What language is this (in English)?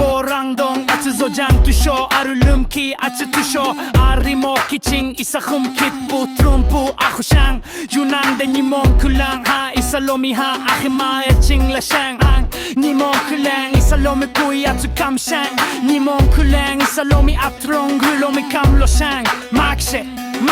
Yimchungru Naga